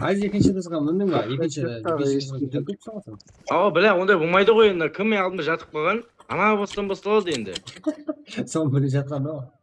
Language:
Kara-Kalpak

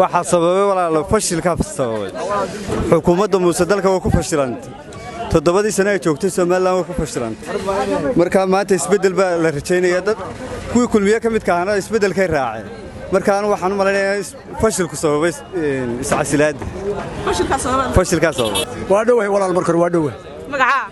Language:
Somali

